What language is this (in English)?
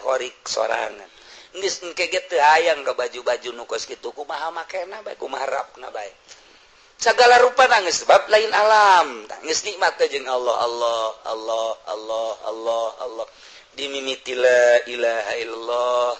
Sundanese